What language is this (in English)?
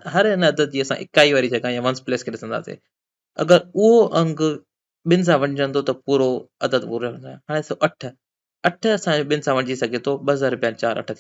Sindhi